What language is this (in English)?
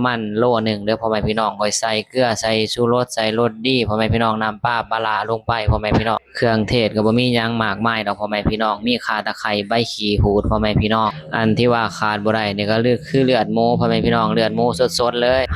Northeastern Thai